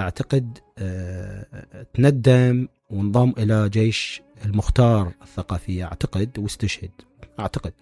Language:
Mesopotamian Arabic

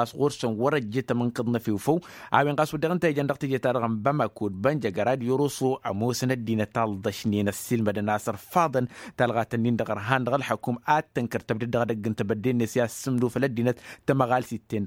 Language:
Tamasheq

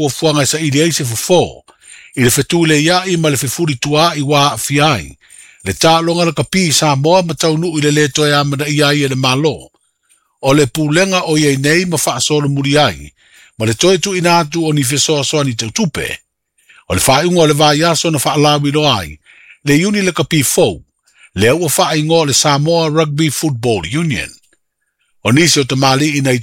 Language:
Samoan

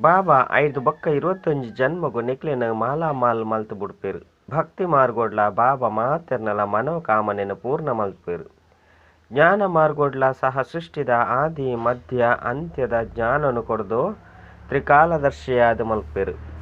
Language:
Tulu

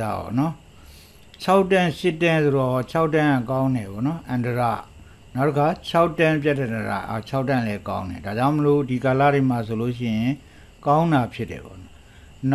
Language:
Burmese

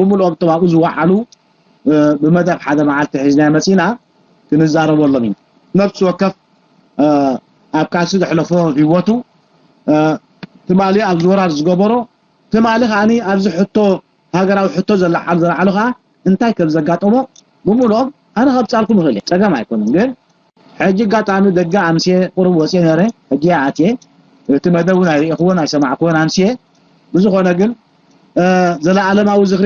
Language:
Tigrinya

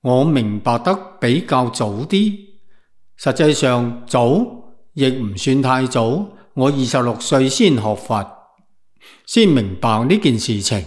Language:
Cantonese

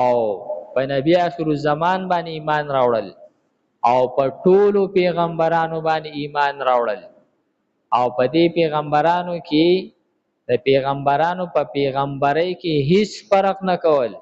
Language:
Pashto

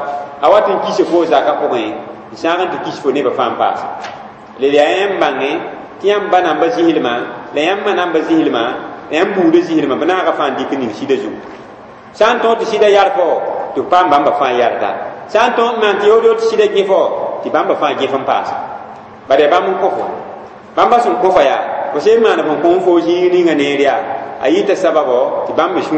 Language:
Mossi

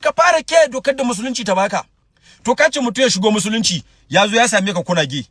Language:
Hausa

